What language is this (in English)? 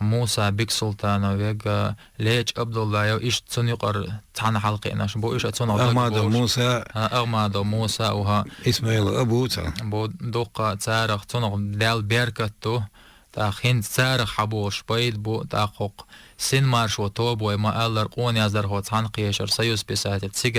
Chechen